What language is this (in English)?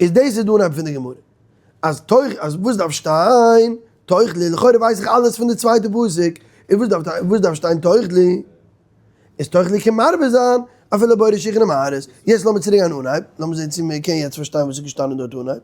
Yiddish